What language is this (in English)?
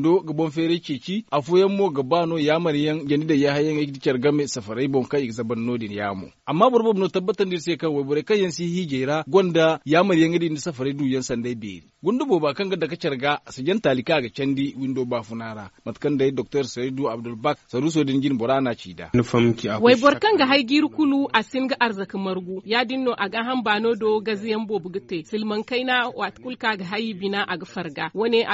Zarma